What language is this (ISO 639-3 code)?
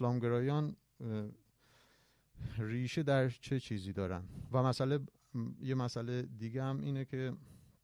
fas